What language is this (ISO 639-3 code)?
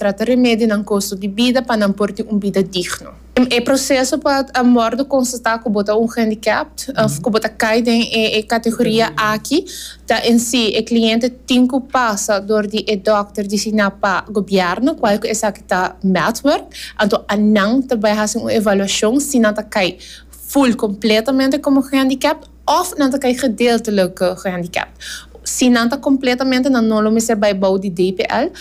pap